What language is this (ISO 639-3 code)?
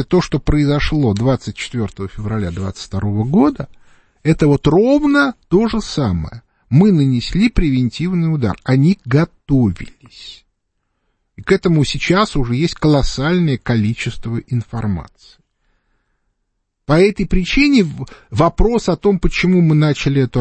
rus